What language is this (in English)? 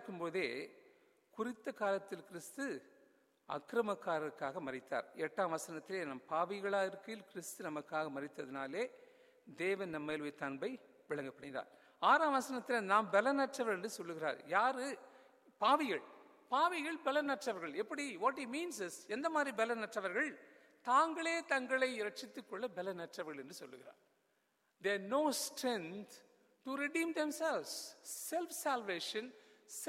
Tamil